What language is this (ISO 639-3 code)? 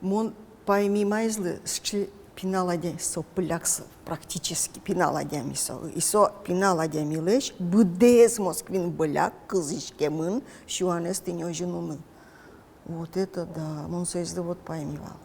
udm